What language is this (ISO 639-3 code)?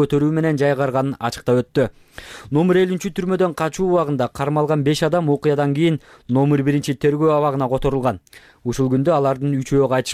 kir